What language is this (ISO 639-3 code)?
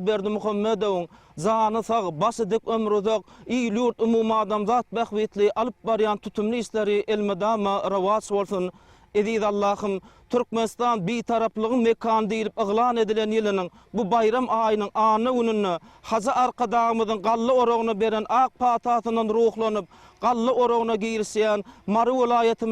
tuk